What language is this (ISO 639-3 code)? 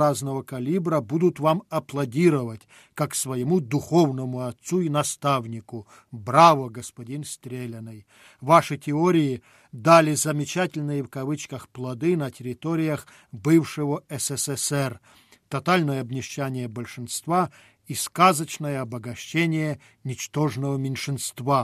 rus